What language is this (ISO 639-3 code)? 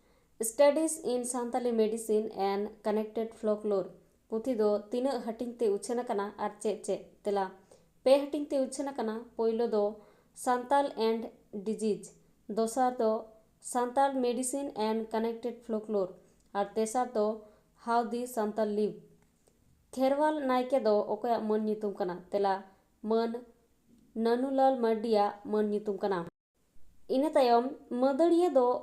sat